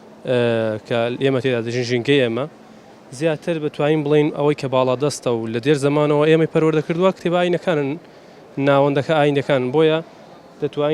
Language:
Central Kurdish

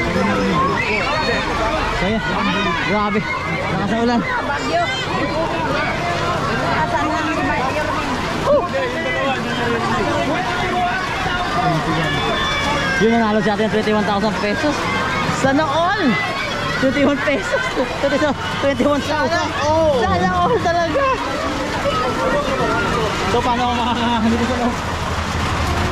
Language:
Filipino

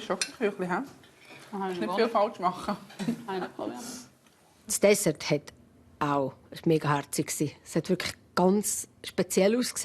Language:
Swiss German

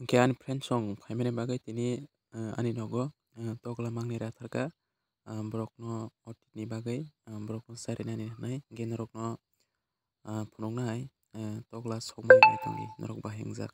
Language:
Kok Borok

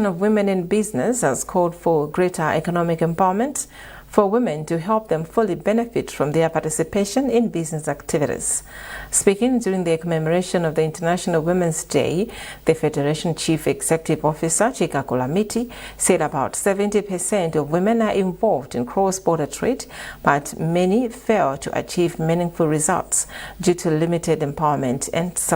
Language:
English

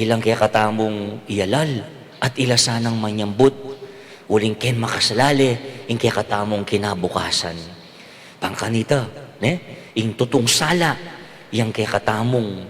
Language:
Pampanga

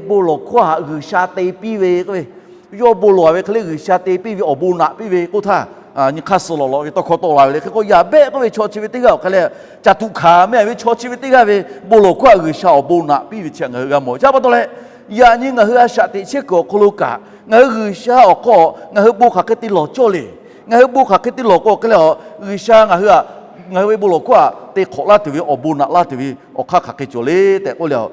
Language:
Lahu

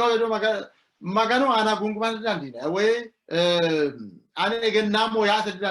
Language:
Sidamo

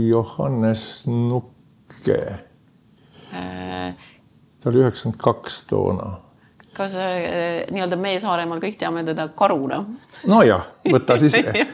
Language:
Estonian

